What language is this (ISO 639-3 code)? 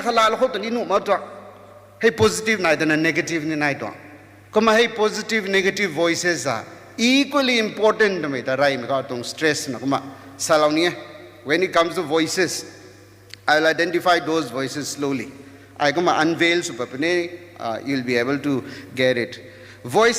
nbu